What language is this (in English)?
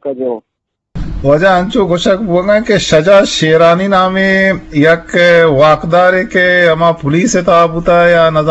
Eastern Balochi